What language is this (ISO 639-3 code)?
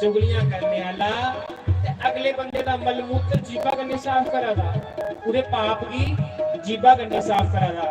doi